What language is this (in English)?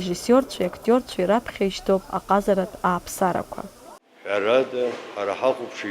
Abkhazian